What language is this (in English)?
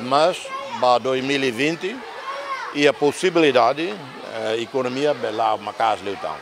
Tetum